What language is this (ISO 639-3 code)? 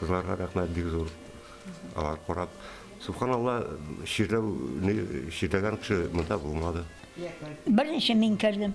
tat